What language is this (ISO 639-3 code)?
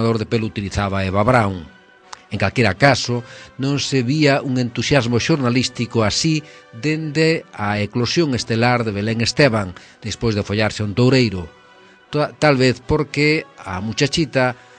glg